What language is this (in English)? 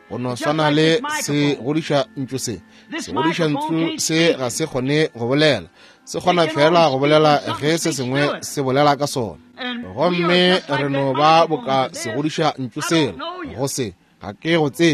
Northern Sotho